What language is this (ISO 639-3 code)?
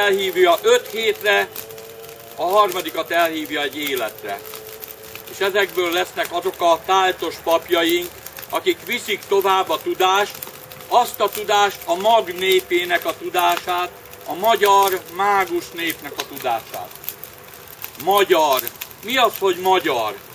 hun